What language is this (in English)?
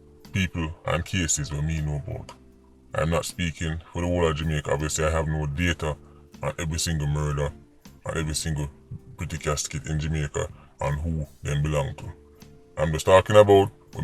Jamaican Creole English